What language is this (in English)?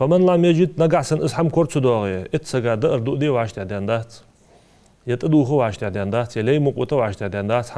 Ingush